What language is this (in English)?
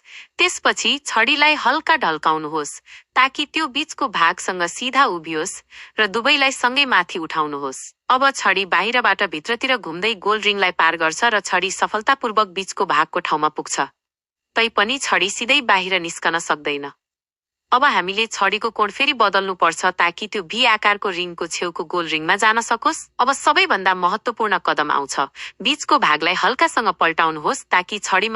Nepali